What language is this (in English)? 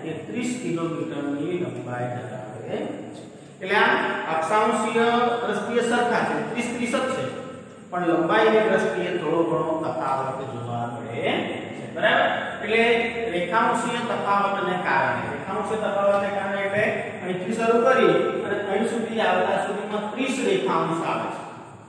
Gujarati